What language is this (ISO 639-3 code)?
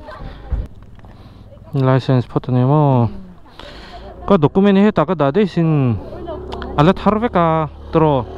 vie